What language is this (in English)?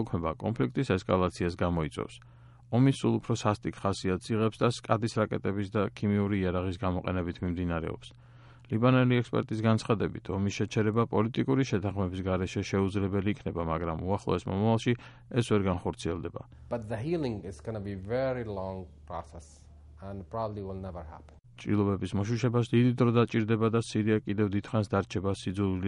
Georgian